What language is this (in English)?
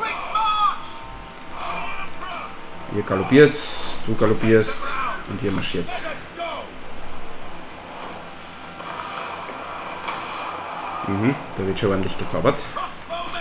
German